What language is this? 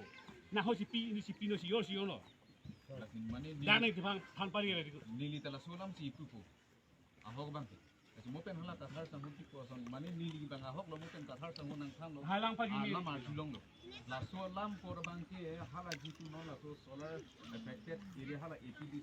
Karbi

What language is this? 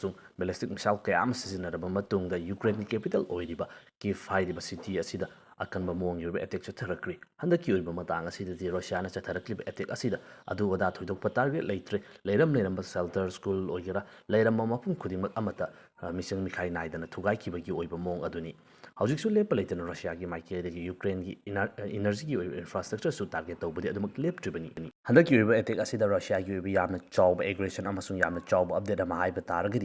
Manipuri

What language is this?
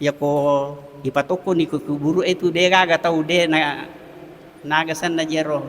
Buginese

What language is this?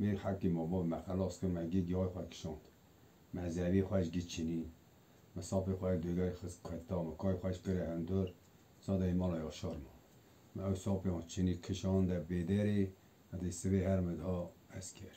Kurdish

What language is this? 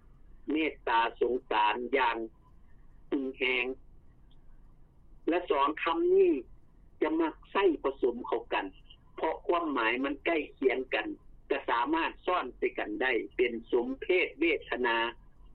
Lao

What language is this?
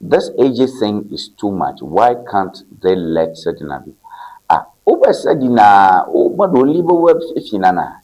Ewe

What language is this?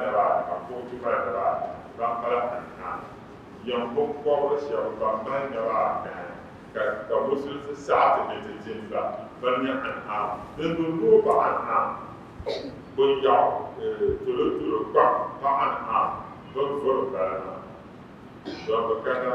Dagbani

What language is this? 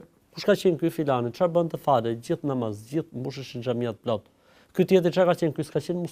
Albanian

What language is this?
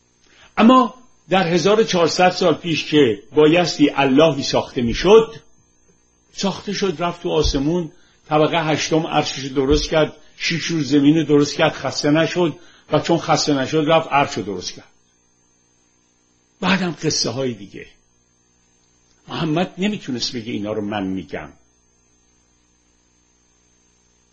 Persian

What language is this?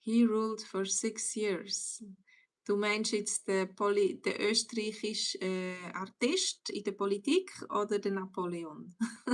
Swiss German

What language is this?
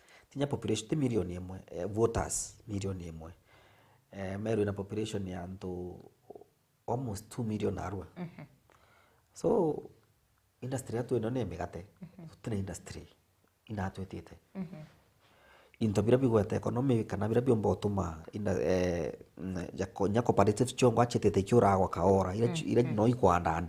Meru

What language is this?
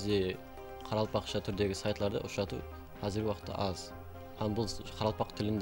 Kara-Kalpak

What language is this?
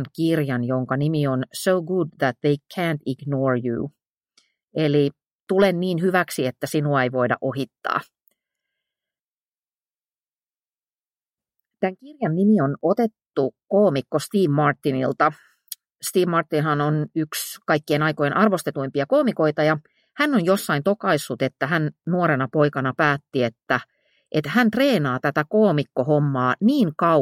Finnish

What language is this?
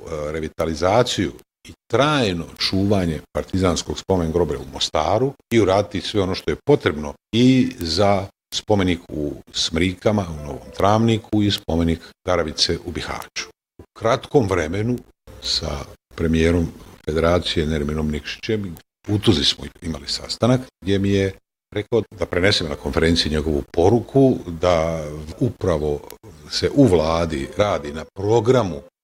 Bosnian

